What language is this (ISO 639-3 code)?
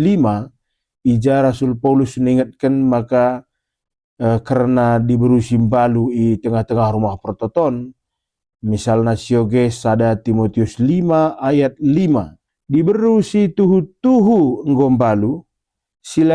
btx